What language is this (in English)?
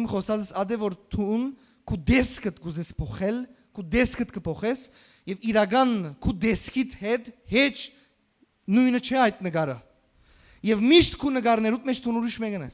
Western Armenian